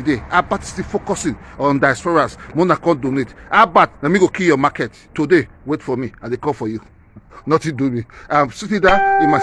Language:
Nigerian Pidgin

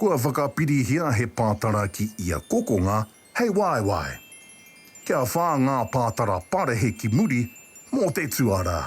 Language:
Māori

